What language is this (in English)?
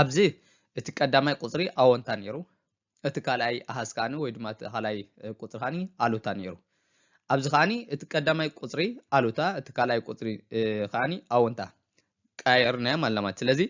Tigrinya